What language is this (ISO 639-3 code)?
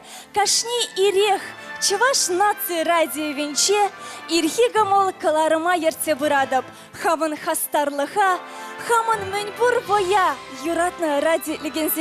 chv